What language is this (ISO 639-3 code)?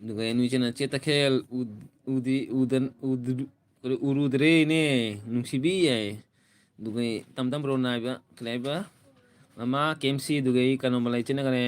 mni